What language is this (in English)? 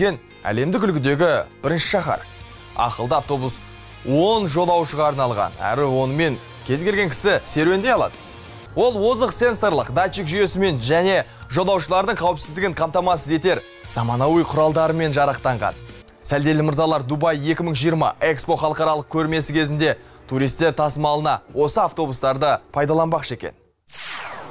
Kazakh